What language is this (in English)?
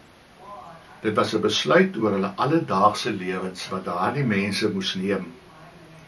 Afrikaans